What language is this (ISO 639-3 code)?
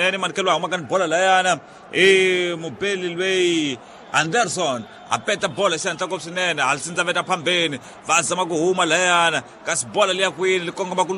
tso